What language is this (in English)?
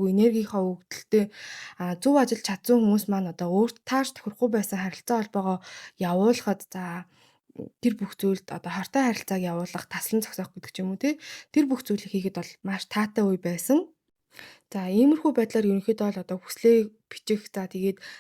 Mongolian